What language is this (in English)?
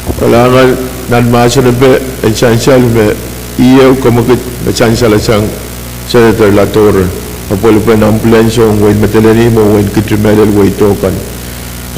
Pohnpeian